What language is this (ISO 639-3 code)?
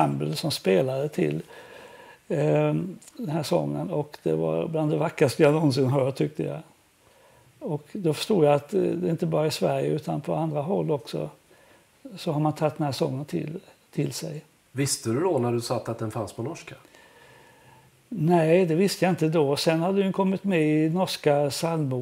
swe